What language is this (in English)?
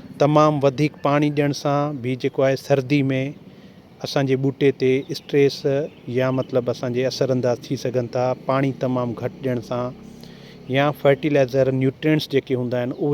Sindhi